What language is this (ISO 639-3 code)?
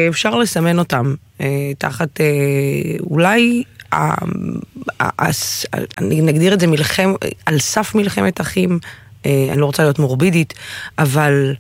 heb